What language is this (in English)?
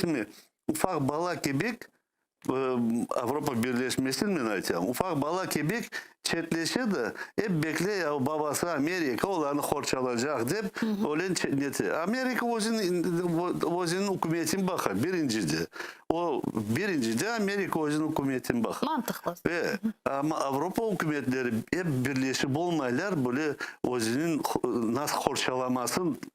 Crimean Tatar